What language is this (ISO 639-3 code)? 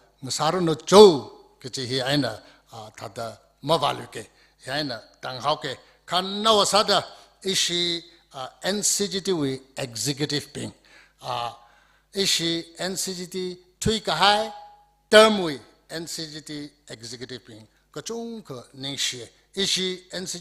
nmf